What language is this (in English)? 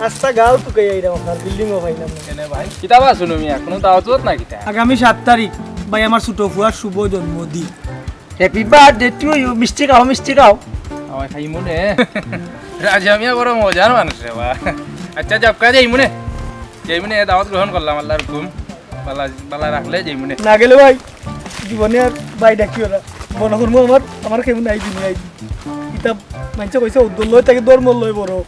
Sylheti